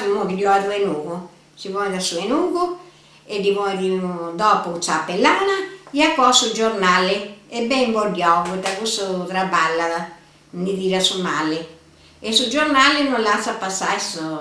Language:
Sardinian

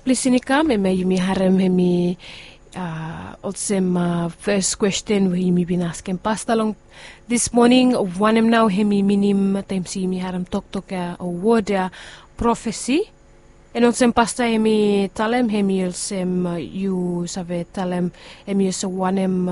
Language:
Bislama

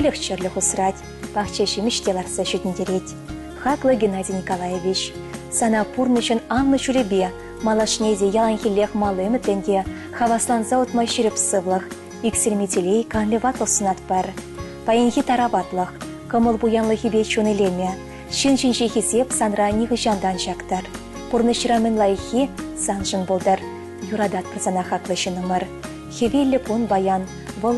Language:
Chuvash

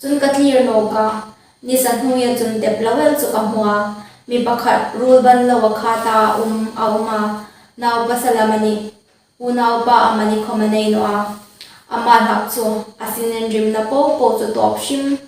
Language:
Hmar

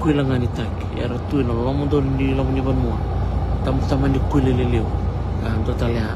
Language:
Fijian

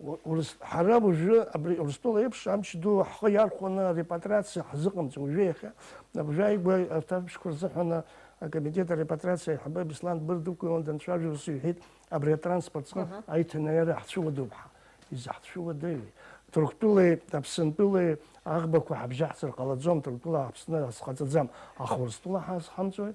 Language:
Abkhazian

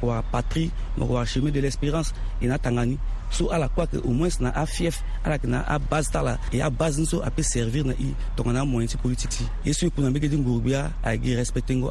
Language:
Sango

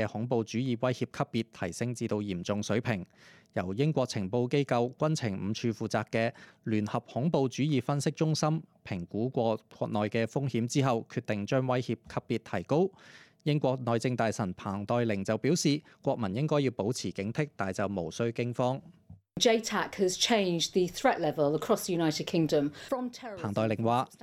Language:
Cantonese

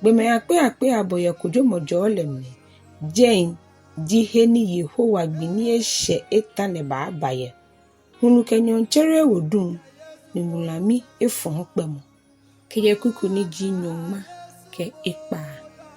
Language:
Ga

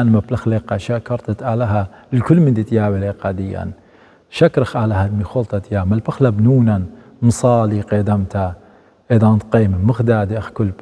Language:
Assyrian Neo-Aramaic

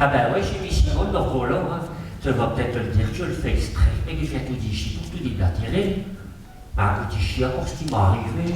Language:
Picard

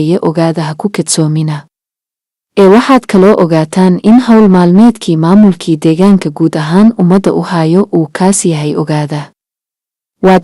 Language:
Somali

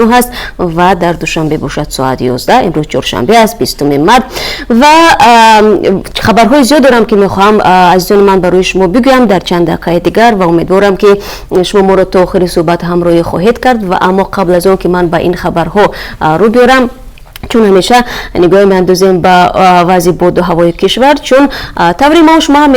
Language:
Tajik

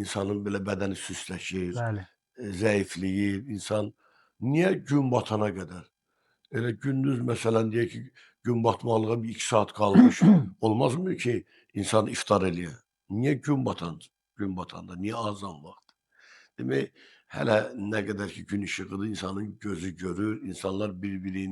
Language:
Azerbaijani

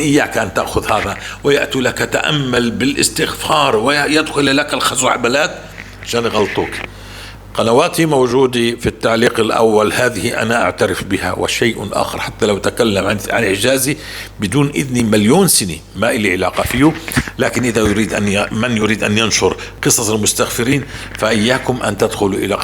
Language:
North Levantine Arabic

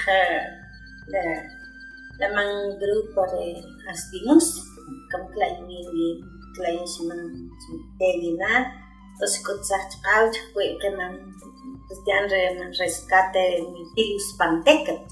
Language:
Uspanteco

